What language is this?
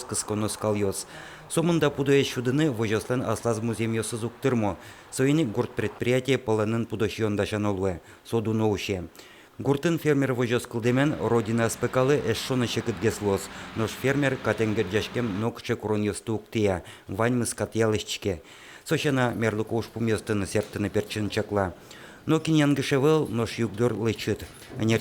Udmurt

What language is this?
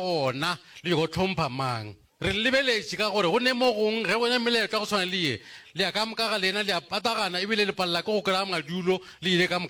Northern Sotho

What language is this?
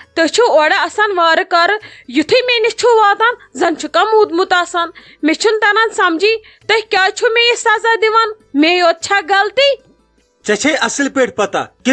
Kashmiri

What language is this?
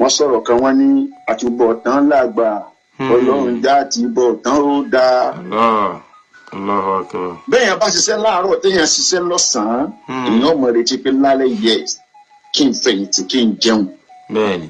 Yoruba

